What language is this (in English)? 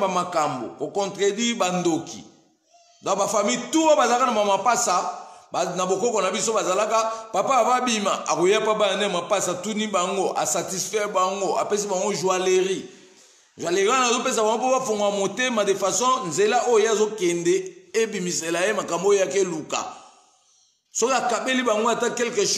Lingala